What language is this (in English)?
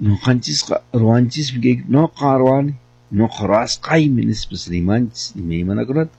Quechua